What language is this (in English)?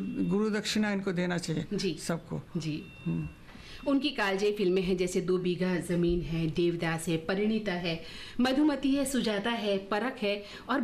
Hindi